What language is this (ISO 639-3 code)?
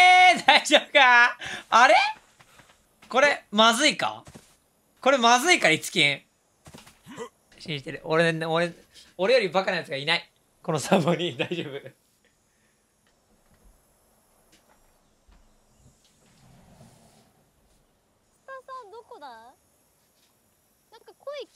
jpn